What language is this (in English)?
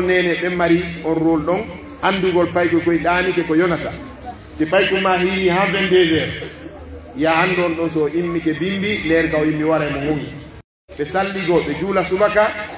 Pular